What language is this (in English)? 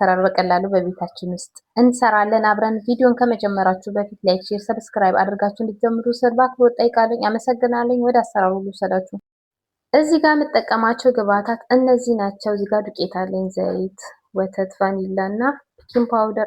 Amharic